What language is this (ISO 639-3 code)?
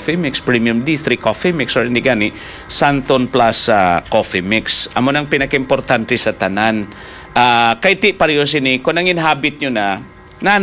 hil